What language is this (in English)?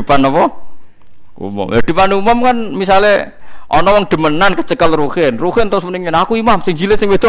Javanese